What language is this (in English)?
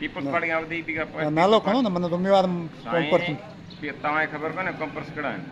Sindhi